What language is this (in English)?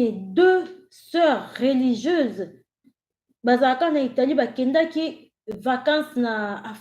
Lingala